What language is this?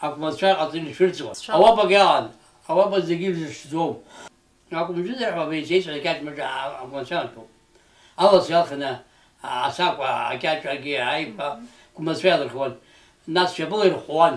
Abkhazian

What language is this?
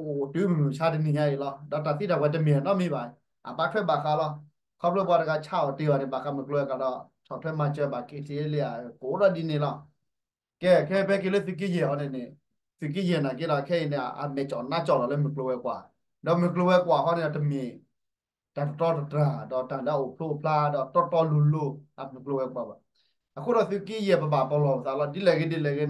S'gaw Karen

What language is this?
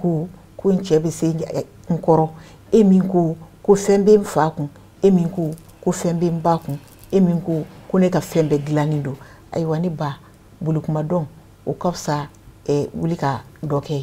Bambara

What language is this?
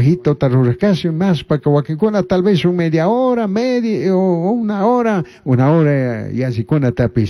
Chimborazo Highland Quichua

